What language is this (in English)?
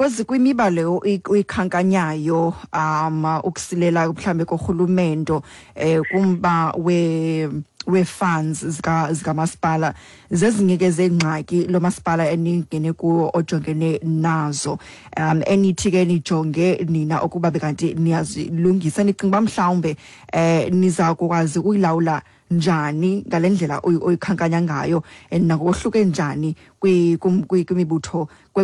Xhosa